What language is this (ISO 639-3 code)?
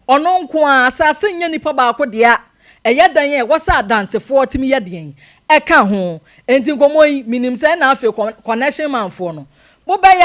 aka